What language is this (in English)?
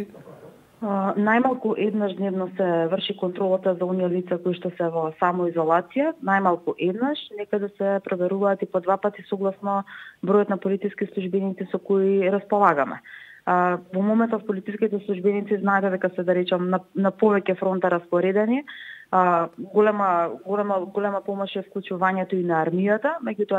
Macedonian